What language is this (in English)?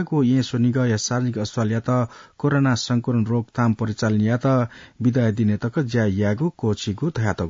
Newari